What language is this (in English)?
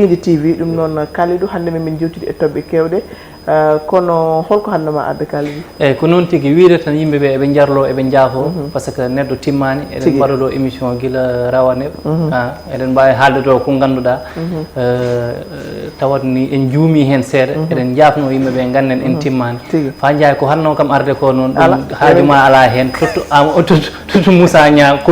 Fula